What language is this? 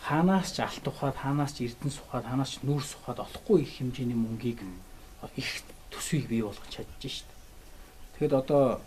Mongolian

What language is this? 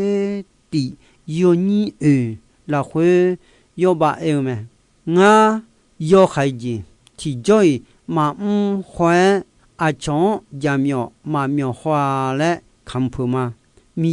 Akha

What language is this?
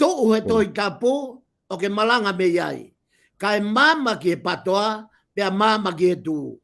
Tongan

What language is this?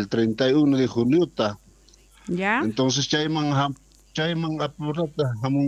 South Bolivian Quechua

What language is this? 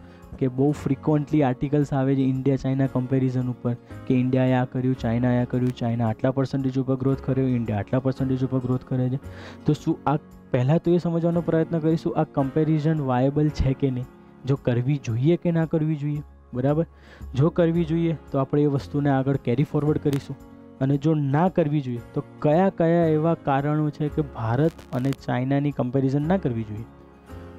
Gujarati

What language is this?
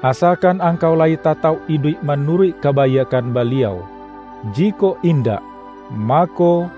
Minangkabau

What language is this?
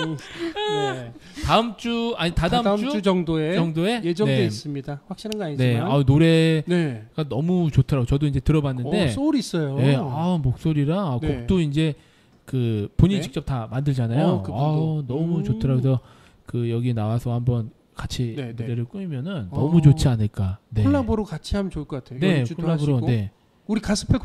Korean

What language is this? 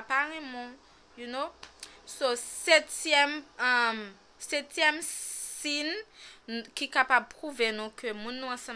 Haitian Creole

